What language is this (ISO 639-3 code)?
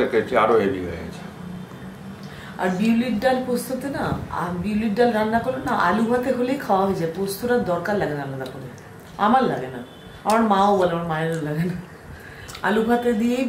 ben